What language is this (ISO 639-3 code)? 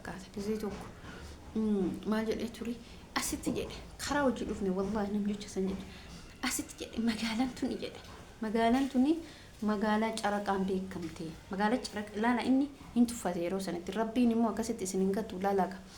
orm